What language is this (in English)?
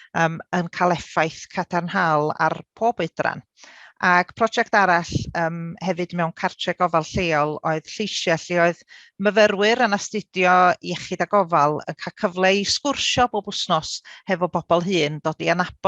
Welsh